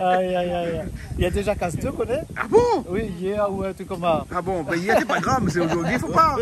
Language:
Réunion Creole French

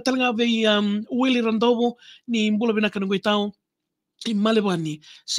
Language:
Fijian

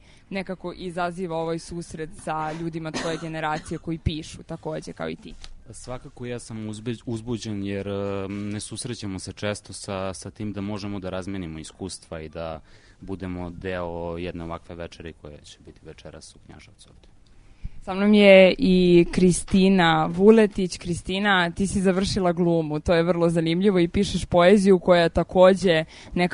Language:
Serbian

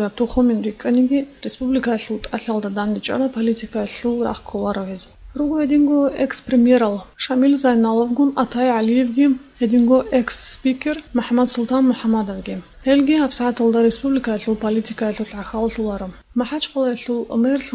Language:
Avaric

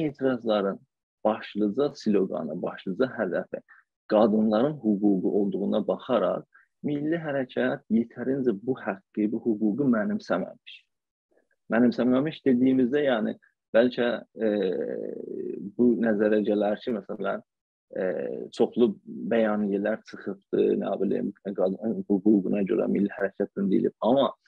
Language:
South Azerbaijani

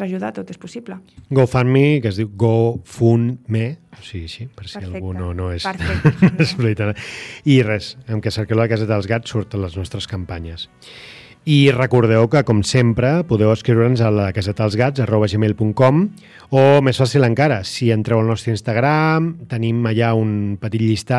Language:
Catalan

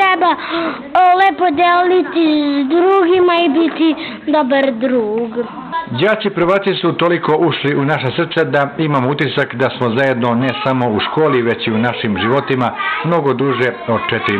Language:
Serbian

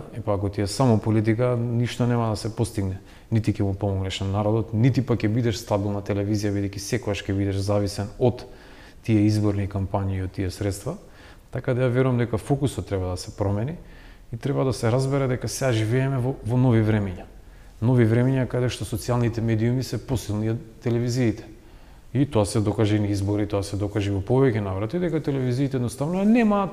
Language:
Macedonian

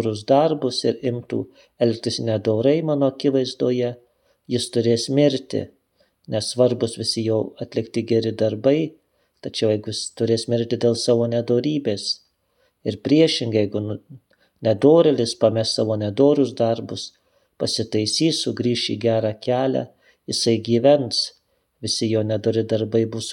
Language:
Lithuanian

